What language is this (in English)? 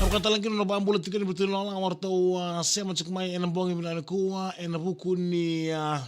Fijian